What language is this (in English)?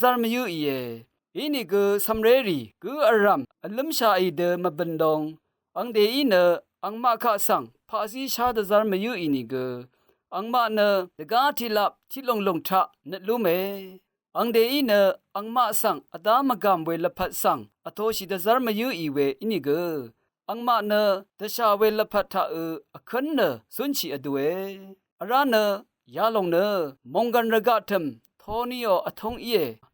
Rawang